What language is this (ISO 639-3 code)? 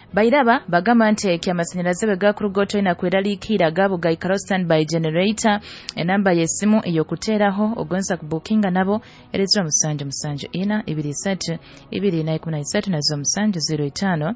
nyo